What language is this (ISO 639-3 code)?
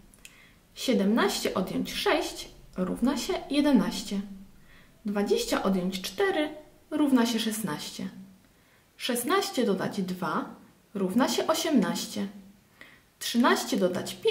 pol